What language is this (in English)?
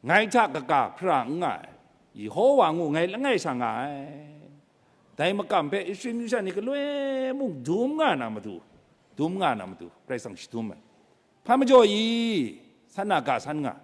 Kachin